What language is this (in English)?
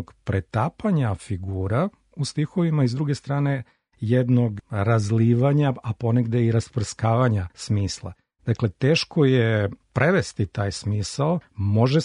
Serbian